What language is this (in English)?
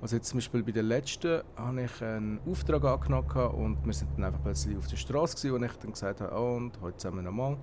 Swiss German